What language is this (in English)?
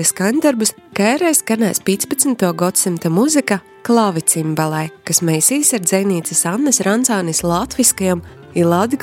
Latvian